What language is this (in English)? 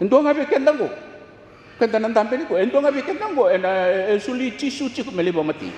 Fijian